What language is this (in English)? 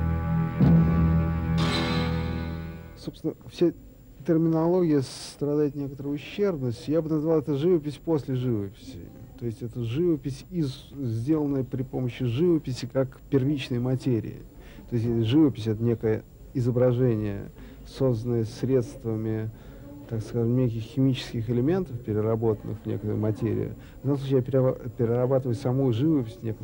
Russian